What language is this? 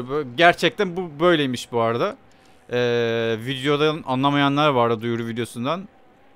Turkish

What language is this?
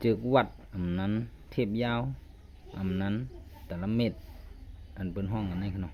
Shan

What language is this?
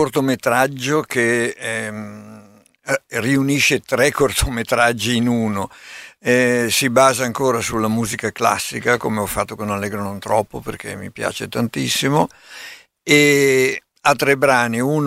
Italian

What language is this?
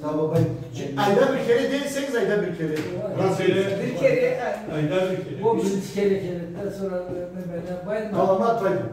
Karachay-Balkar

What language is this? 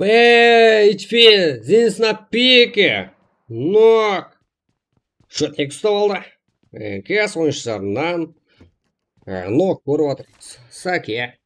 Kara-Kalpak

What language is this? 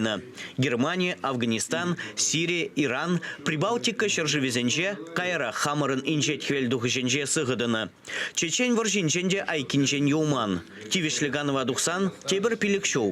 Chuvash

